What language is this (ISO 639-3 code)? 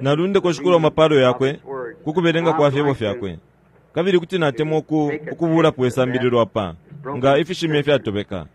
bem